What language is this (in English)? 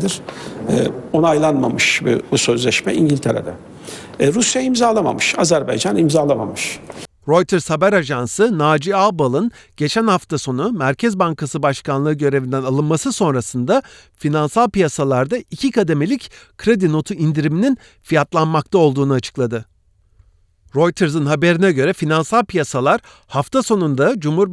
Turkish